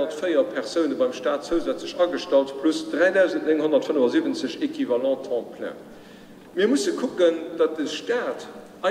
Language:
Luxembourgish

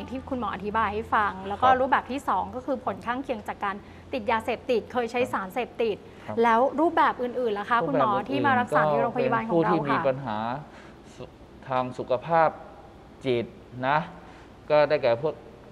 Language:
Thai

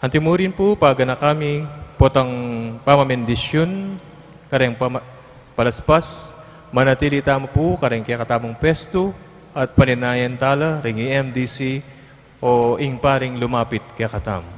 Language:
Pampanga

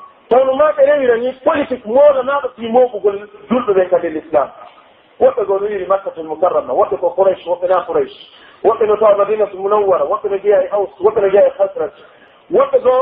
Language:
Pular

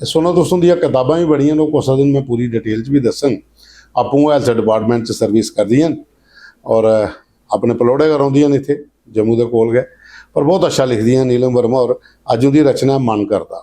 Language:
Dogri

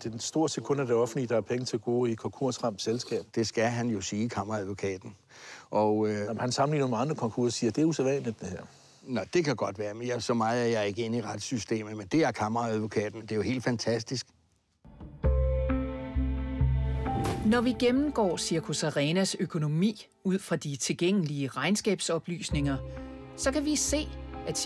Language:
Danish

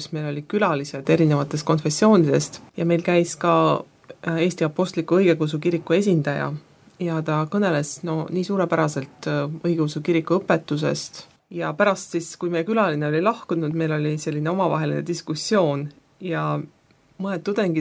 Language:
Estonian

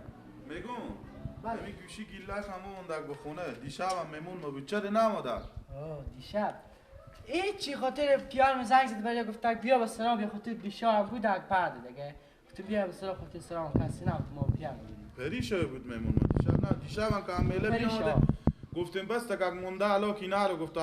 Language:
Persian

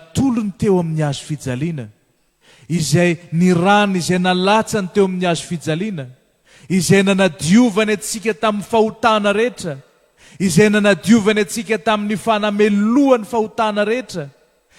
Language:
Malagasy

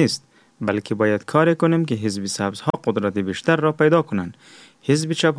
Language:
Persian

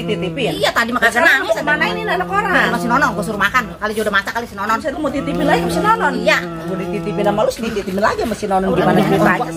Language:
Betawi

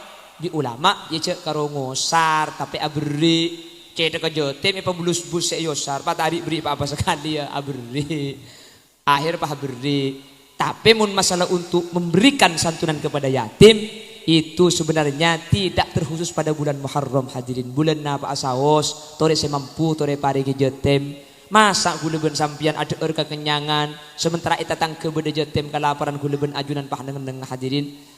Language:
Madurese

